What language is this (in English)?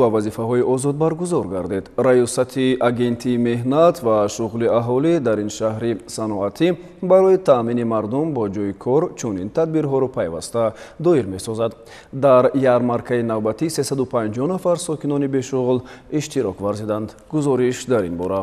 Tajik